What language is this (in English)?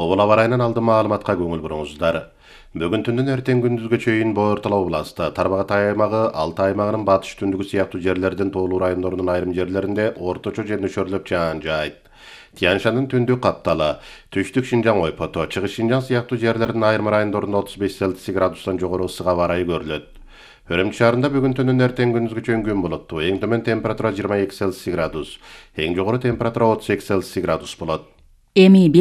Kyrgyz